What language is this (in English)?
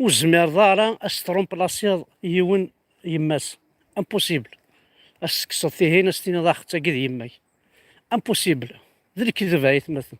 Kabyle